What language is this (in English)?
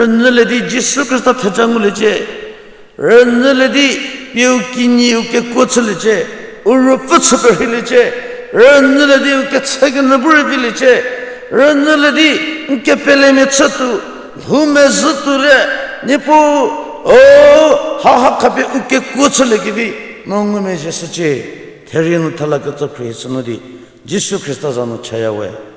Angami Naga